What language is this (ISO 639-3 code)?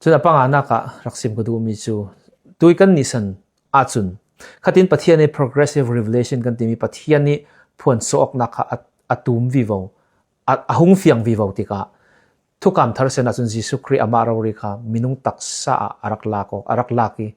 cfm